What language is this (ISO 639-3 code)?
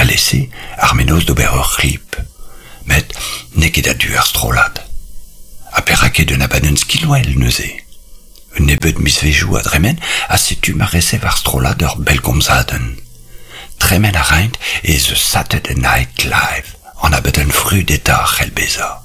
bre